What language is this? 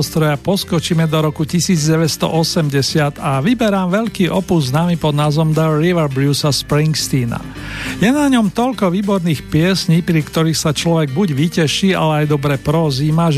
Slovak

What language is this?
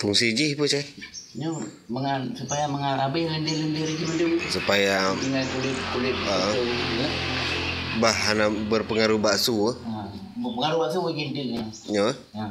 Achinese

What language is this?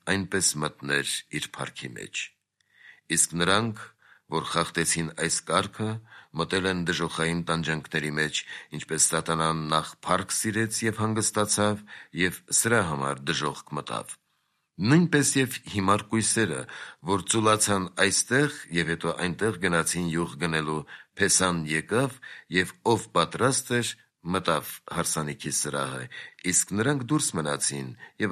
Armenian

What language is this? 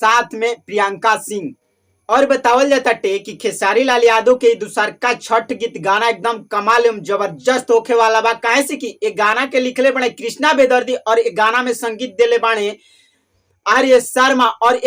Bhojpuri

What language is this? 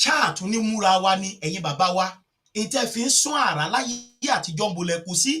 Yoruba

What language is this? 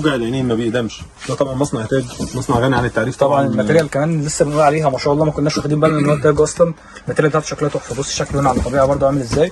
Egyptian Arabic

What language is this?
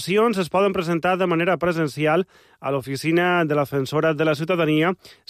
Catalan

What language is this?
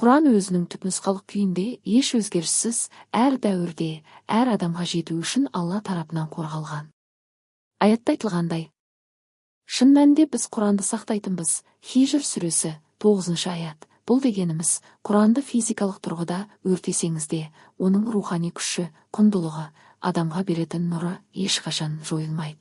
Kazakh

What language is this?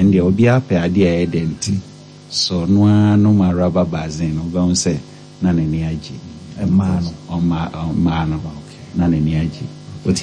Akan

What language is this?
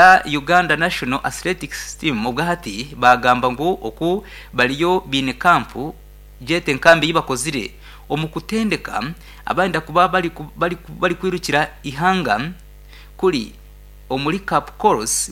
Nyankole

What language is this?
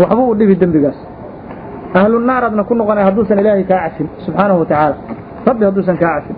Somali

